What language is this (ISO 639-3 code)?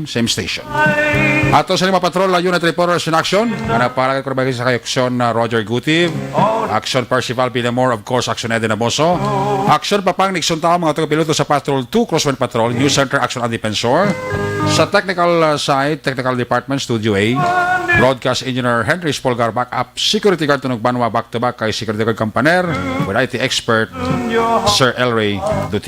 hil